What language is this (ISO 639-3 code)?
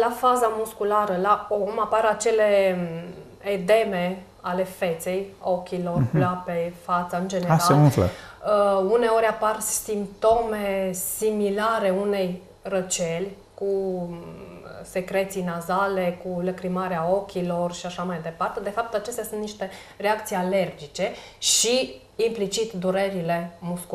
ron